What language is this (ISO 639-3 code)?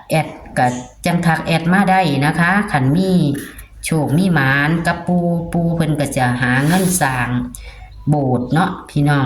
tts